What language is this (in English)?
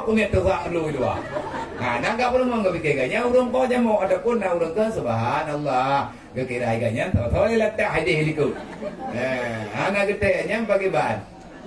Achinese